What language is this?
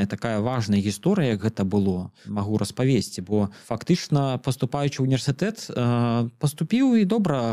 Belarusian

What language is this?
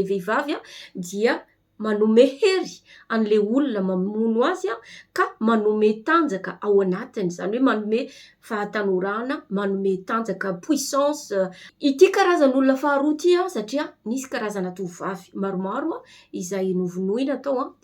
Malagasy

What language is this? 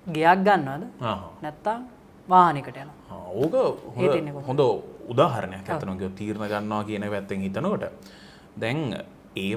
Sinhala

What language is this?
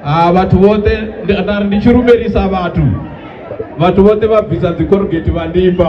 Venda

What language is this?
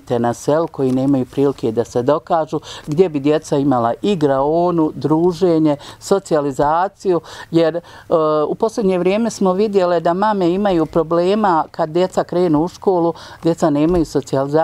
Bosnian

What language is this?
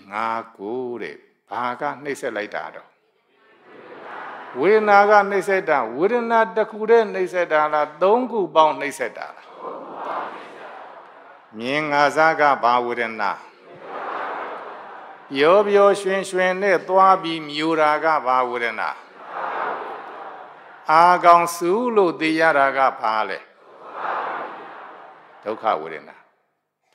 Burmese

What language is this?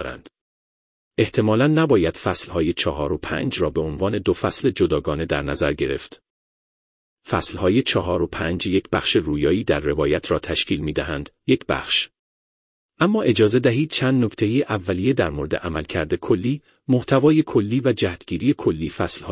Persian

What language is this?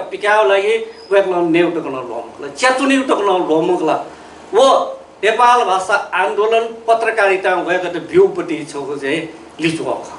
Newari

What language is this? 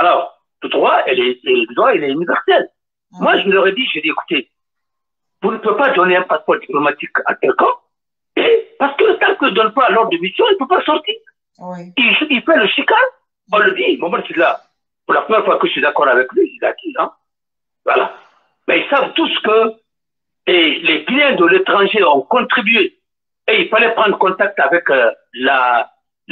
French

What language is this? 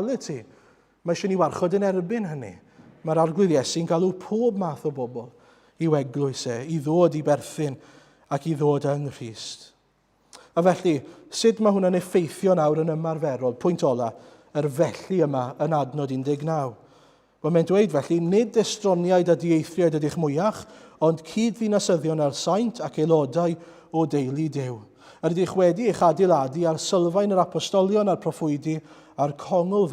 Welsh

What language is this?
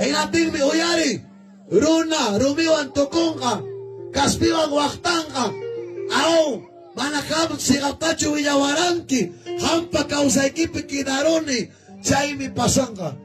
Ayacucho Quechua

